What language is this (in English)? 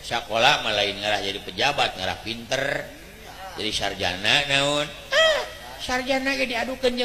Sundanese